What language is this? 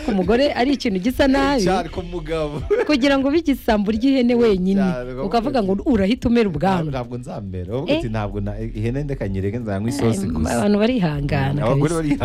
Kinyarwanda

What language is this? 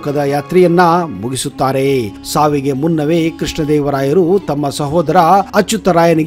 Kannada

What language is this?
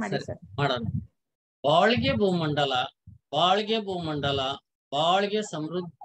Kannada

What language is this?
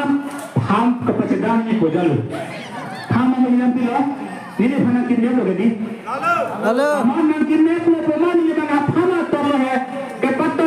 Karbi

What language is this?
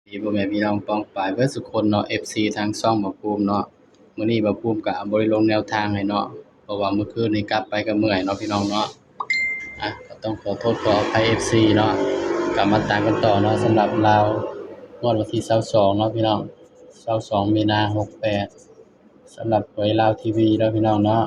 Northeastern Thai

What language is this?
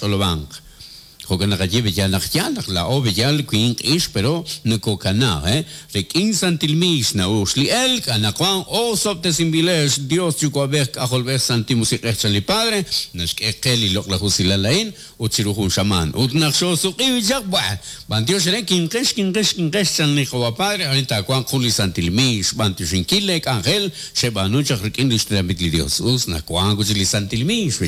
Kekchí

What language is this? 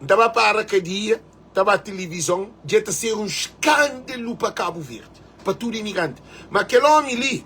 Kabuverdianu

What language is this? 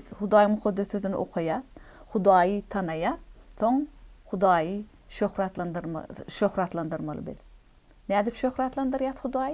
Turkmen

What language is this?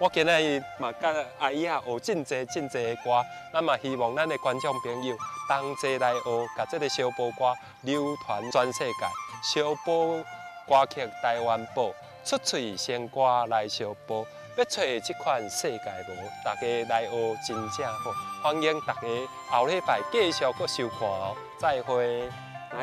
Min Nan Chinese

